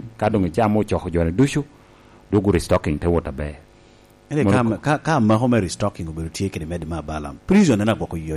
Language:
Lango (Uganda)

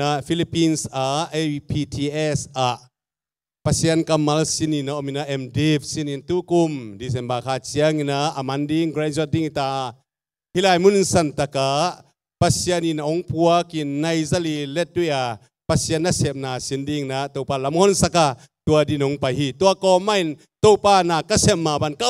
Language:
Tedim Chin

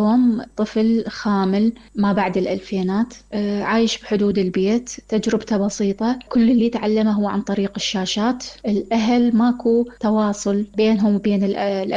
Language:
Mesopotamian Arabic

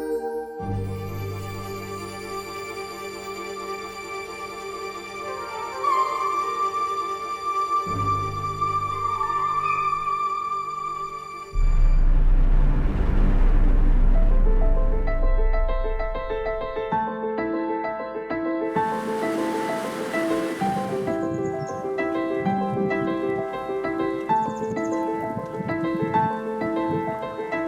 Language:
Ossetic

